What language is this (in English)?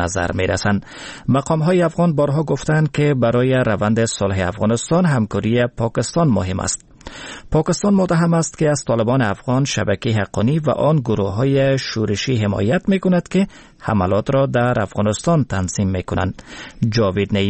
Persian